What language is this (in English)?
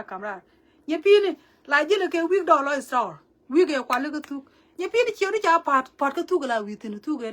Nuer